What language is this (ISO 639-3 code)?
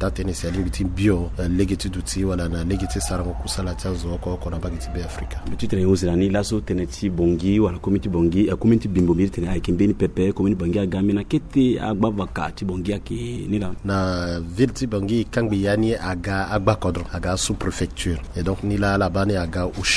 sag